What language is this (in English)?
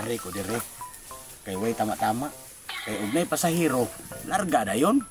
Cebuano